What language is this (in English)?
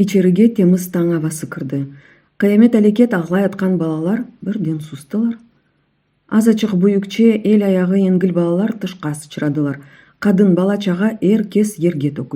Crimean Tatar